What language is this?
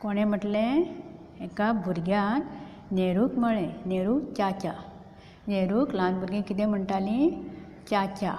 Konkani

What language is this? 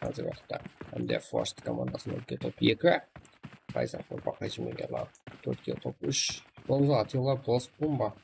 Kara-Kalpak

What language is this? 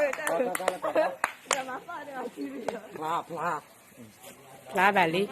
S'gaw Karen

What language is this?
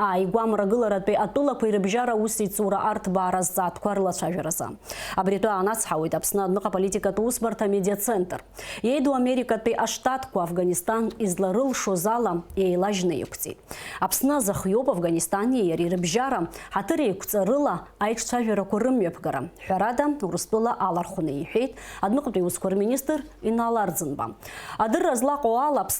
Abkhazian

